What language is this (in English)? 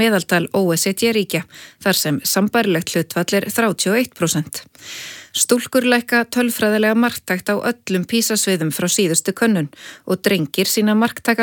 Icelandic